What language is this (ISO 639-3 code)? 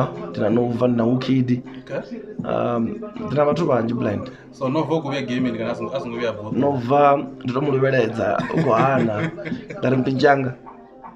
ven